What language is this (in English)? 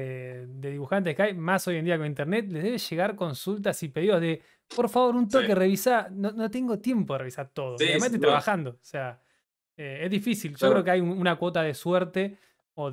Spanish